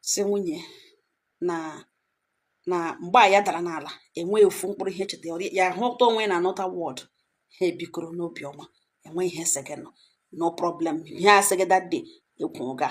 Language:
Igbo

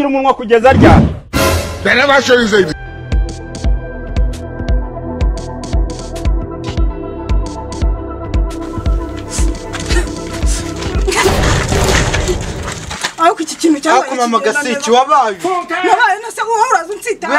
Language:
Kinyarwanda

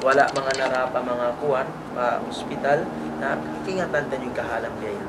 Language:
Tausug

